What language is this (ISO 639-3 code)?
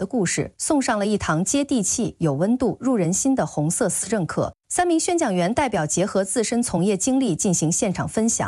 zho